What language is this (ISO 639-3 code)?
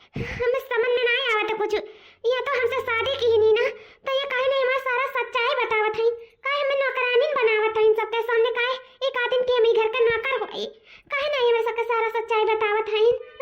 awa